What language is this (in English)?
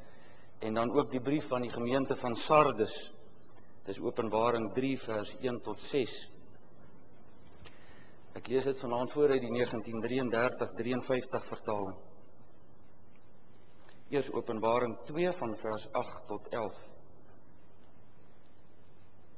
Afrikaans